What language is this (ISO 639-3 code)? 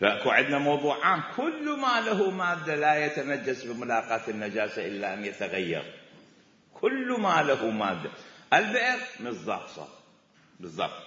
acm